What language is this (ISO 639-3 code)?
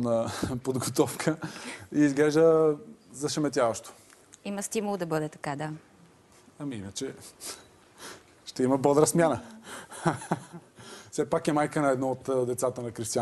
bul